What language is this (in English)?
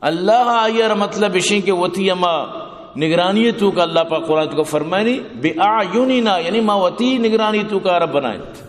Eastern Balochi